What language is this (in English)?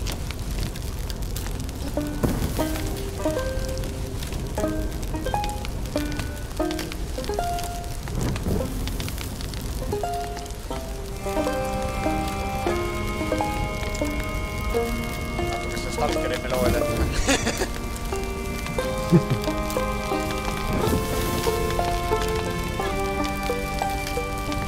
Estonian